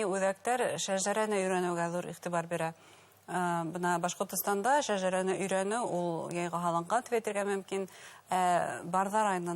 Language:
Bashkir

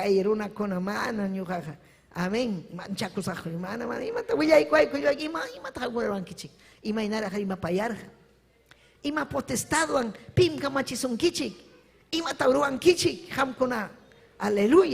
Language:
Ayacucho Quechua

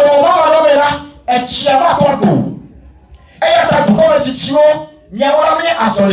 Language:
Ewe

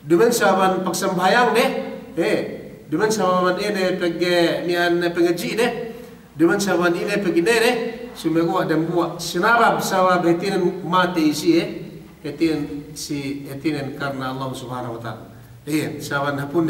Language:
Yakan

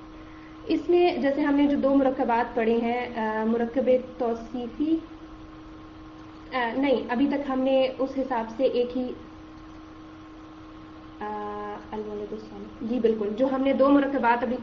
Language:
Urdu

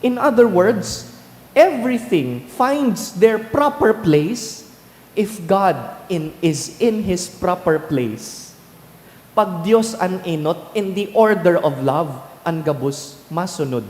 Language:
Bikol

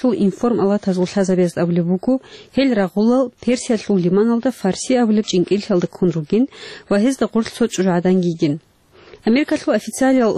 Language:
Avaric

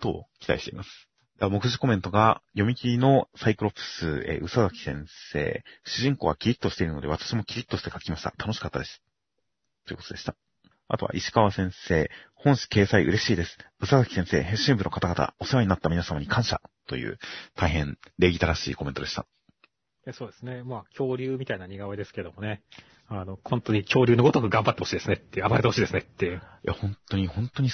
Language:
Japanese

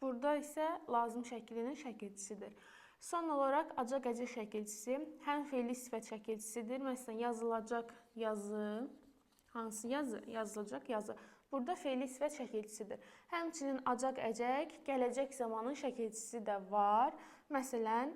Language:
Azerbaijani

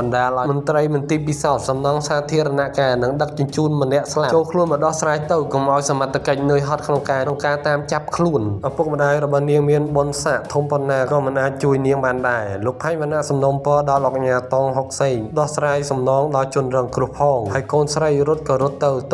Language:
Khmer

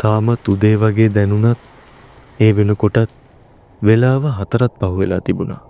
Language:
Sinhala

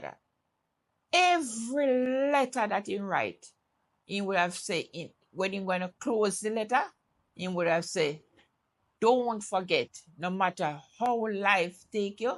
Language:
Jamaican Creole English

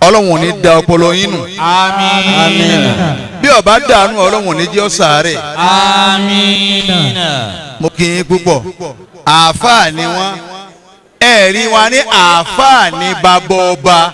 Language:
Yoruba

